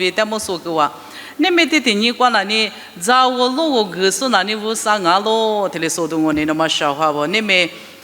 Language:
Lisu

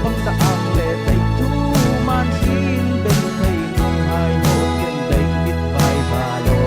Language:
Falam Chin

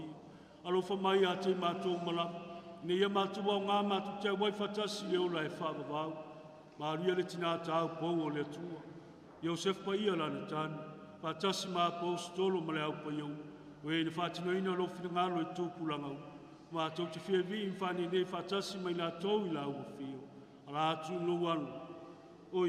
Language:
Samoan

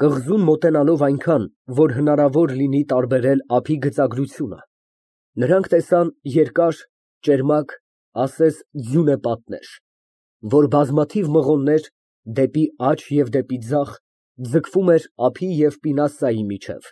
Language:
Armenian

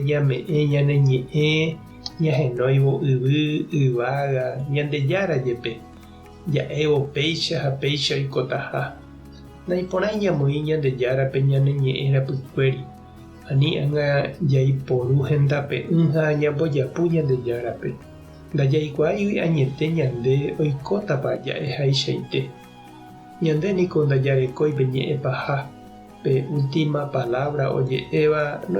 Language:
Guarani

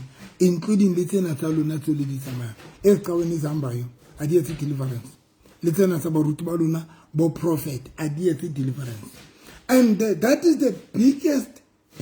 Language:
Southern Sotho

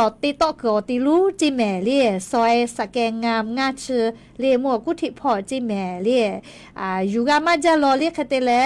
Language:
Lahu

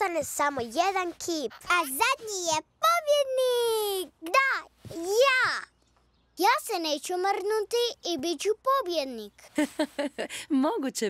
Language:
Croatian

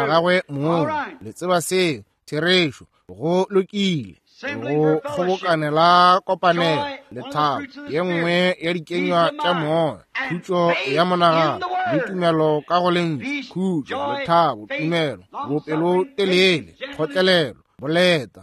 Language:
Northern Sotho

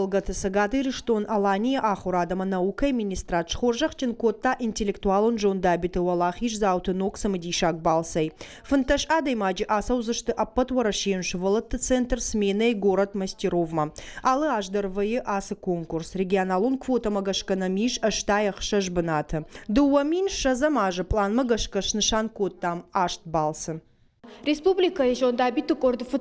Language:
Ossetic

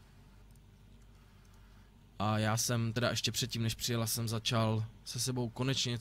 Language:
Czech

